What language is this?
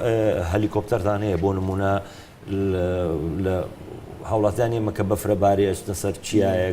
Central Kurdish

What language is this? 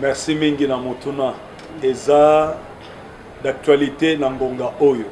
Lingala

